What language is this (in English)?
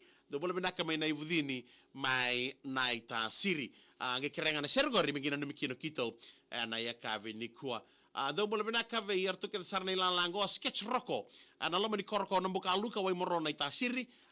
Fijian